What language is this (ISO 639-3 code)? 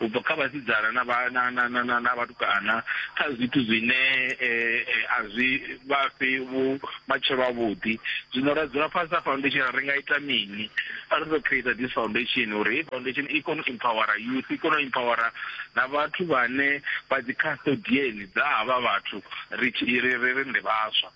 ven